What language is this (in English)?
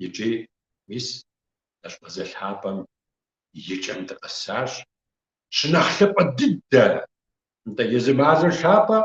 Kabardian